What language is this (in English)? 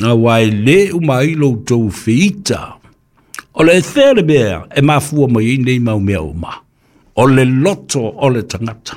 Samoan